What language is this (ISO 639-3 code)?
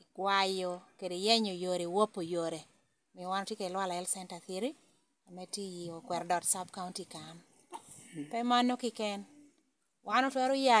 laj